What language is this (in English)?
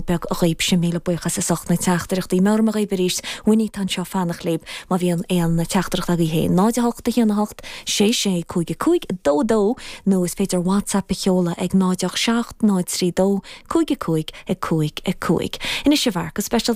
Irish